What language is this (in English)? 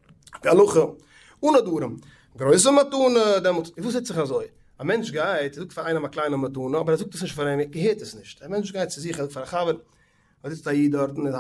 Yiddish